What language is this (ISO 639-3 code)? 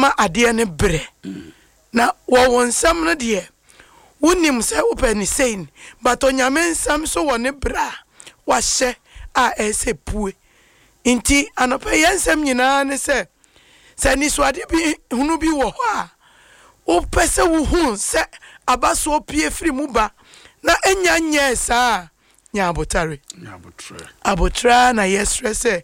aka